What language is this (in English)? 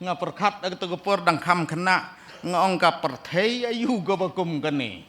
Khasi